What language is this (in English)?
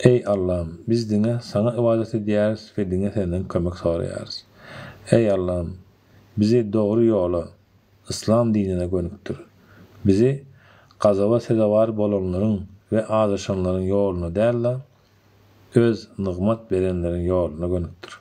Turkmen